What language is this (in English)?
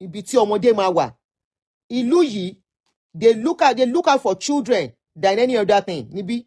Yoruba